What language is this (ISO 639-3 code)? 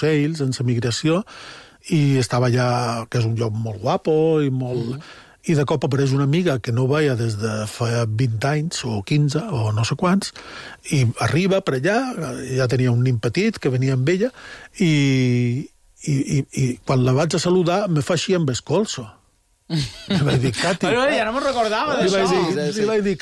cat